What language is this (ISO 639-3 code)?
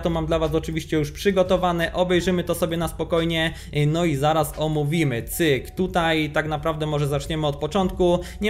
pol